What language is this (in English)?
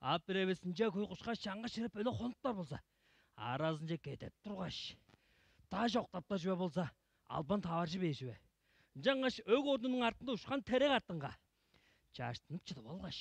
Tuvinian